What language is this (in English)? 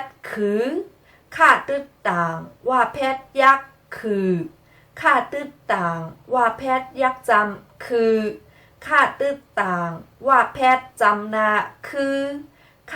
Shan